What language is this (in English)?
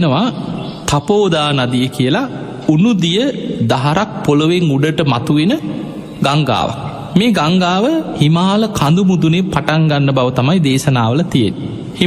Sinhala